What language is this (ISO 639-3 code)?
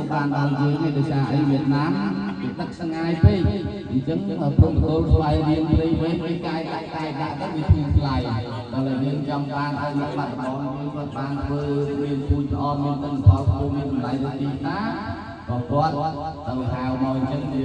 khm